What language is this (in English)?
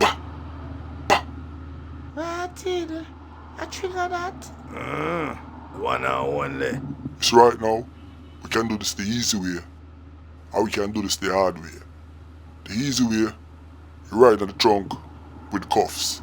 Jamaican Creole English